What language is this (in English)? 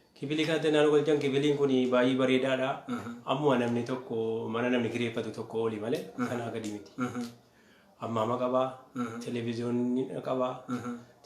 Oromo